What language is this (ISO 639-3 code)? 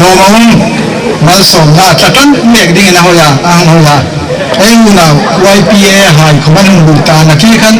hmr